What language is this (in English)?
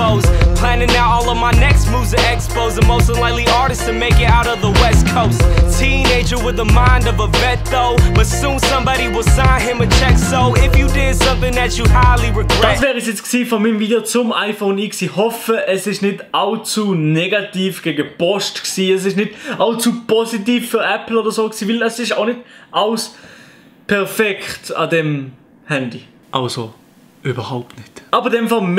Swiss German